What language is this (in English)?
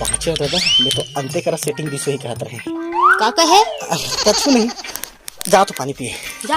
Chhattisgarhi